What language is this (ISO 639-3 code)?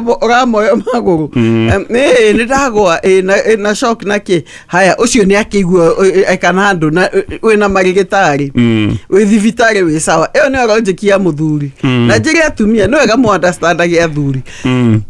kik